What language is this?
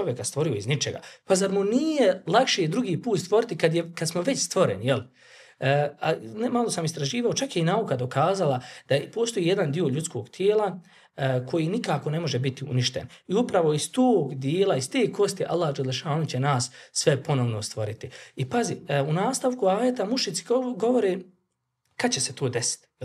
Bosnian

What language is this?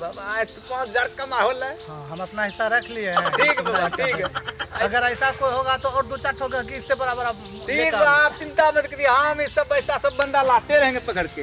Maithili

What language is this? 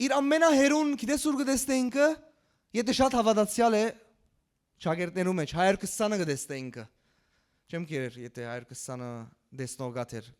Western Armenian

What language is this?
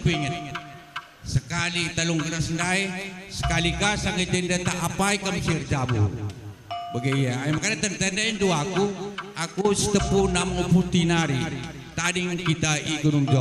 Batak Karo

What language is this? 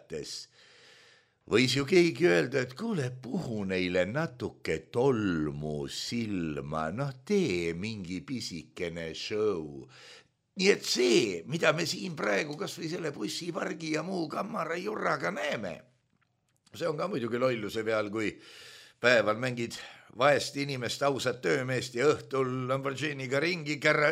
Estonian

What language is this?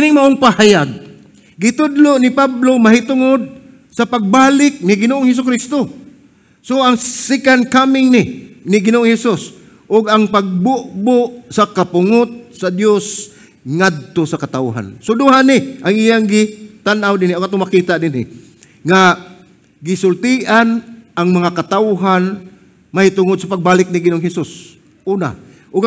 Cebuano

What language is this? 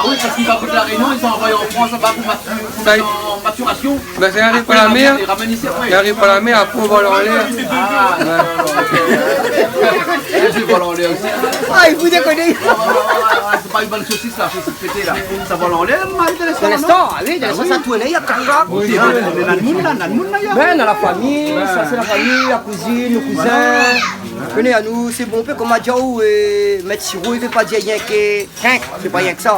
Réunion Creole French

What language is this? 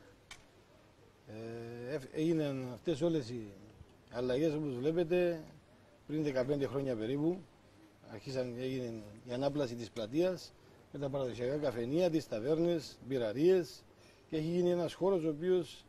Greek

